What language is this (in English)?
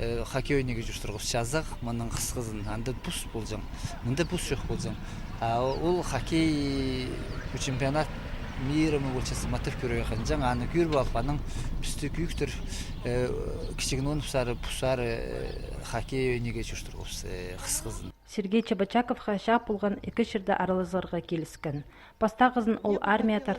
Khakas